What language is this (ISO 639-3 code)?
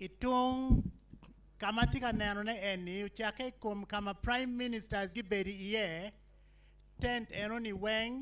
ach